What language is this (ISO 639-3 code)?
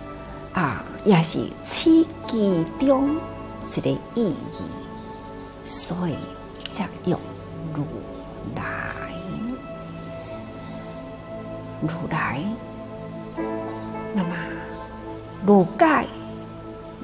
zho